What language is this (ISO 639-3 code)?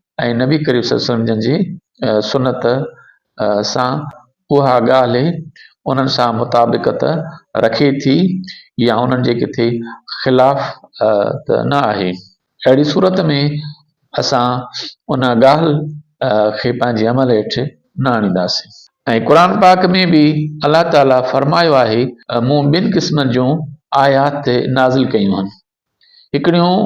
snd